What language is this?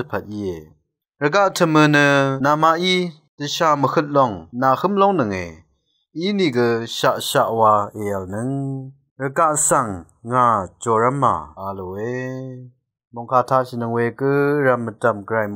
Rawang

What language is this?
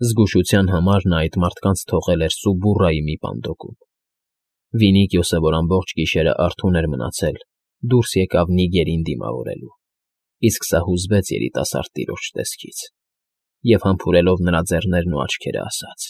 Armenian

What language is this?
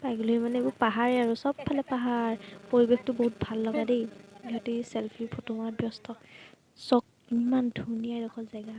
Assamese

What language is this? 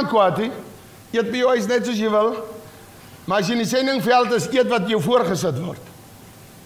Afrikaans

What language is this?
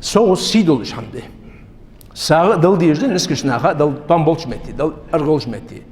Ingush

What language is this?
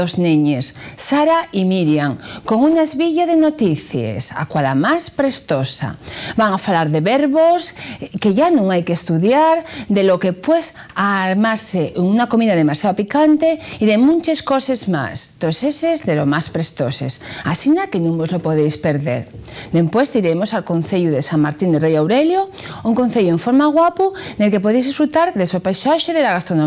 Asturian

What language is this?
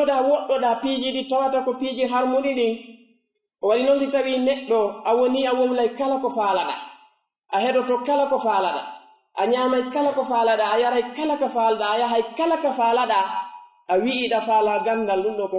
Pular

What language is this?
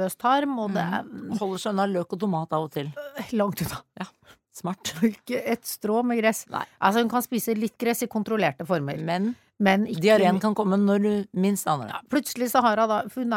Norwegian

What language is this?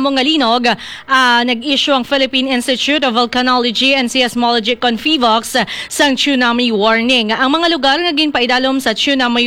Hiligaynon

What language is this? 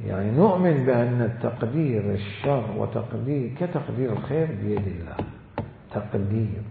Mesopotamian Arabic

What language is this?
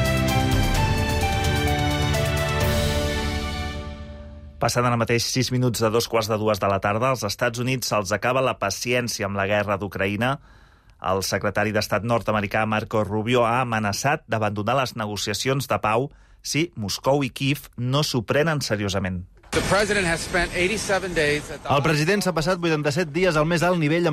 Catalan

